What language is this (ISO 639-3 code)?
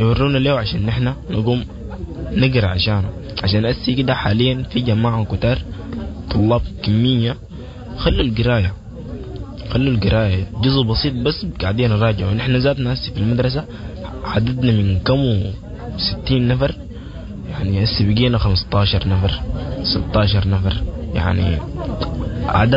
apd